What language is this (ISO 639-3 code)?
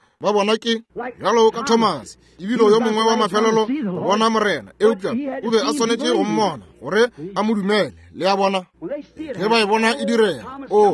nso